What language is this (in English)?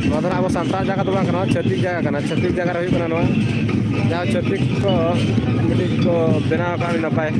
Santali